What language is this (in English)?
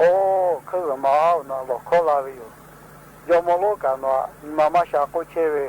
Lahu